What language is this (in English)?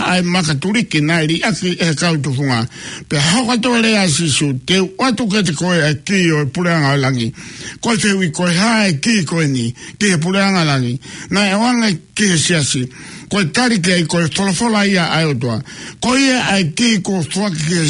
Tongan